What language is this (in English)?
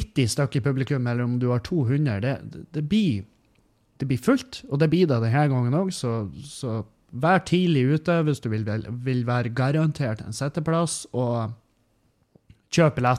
Norwegian